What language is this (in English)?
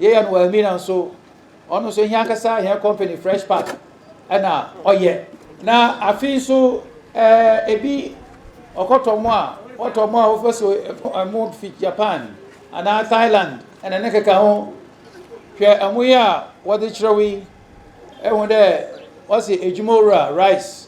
Akan